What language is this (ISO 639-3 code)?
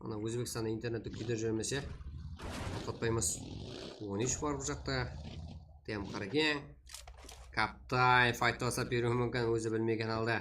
kaa